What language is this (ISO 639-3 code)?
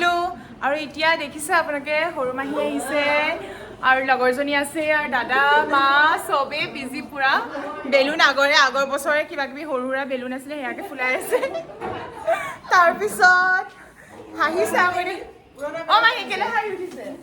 asm